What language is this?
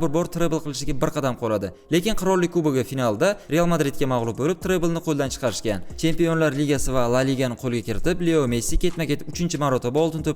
Uzbek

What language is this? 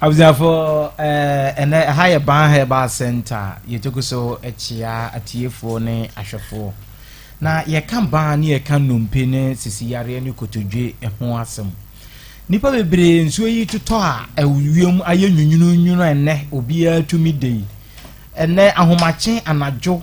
Akan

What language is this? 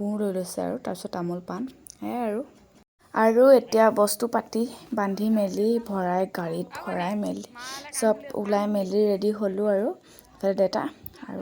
Assamese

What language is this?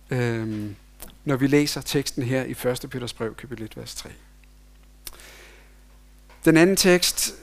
Danish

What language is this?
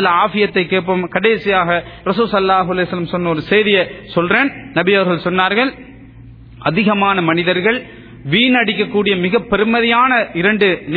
Tamil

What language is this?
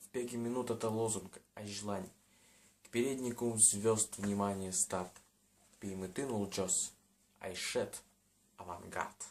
Udmurt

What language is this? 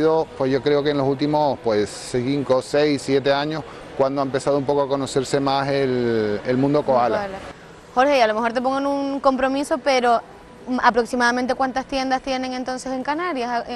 Spanish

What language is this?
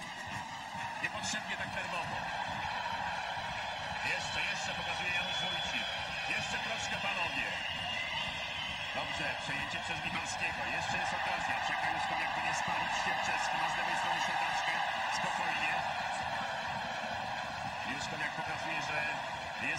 Polish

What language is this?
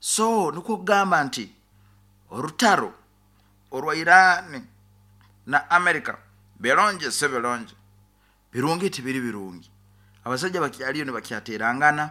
Nyankole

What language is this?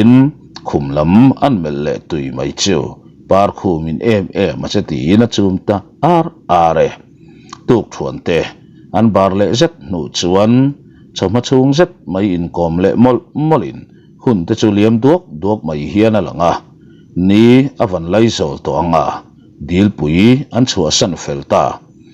Mizo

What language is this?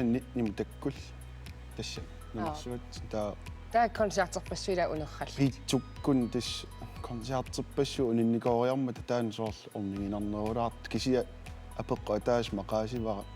Kalaallisut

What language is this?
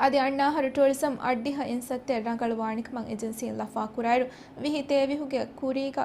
Divehi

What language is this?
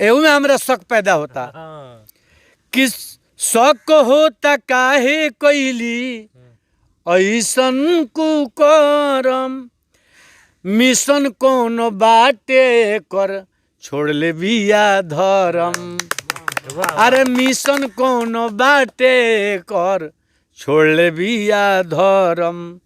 Bhojpuri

